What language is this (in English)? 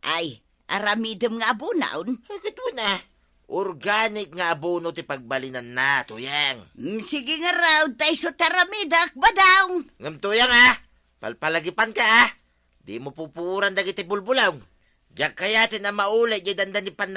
Iloko